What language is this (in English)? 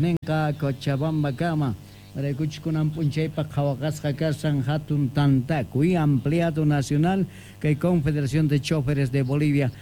Quechua